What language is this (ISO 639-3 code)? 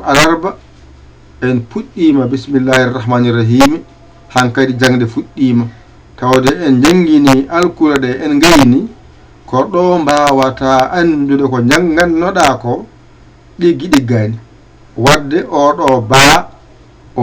ful